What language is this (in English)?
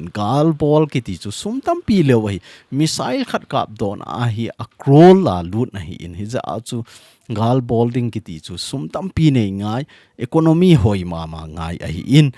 Thado Chin